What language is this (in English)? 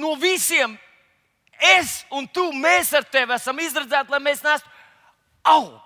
Latvian